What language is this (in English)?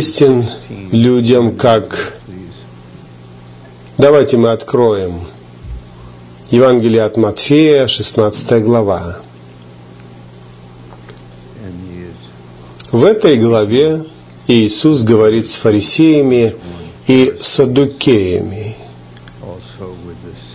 Russian